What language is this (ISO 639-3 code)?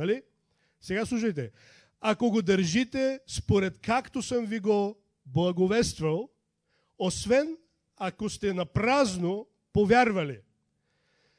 bul